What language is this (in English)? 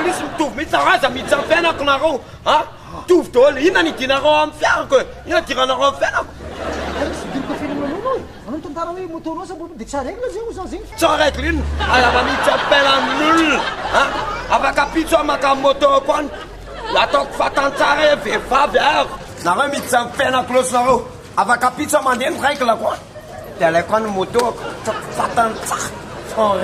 Malagasy